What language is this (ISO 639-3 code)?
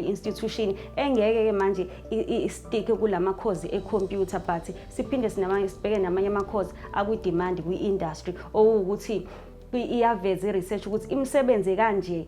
zul